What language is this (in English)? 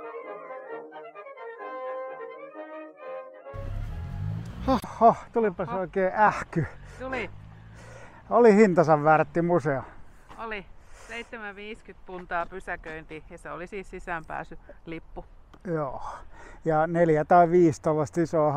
Finnish